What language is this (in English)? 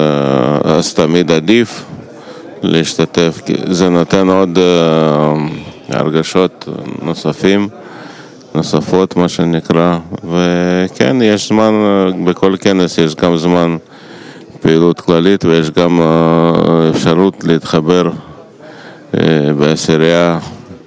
Hebrew